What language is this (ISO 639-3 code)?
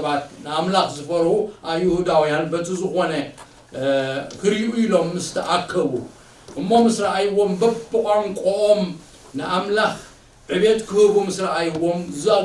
tir